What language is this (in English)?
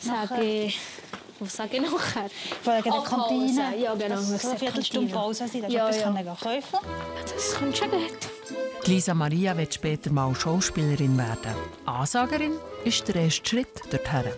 Swiss German